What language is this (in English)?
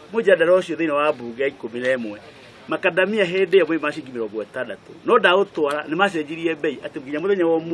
Kikuyu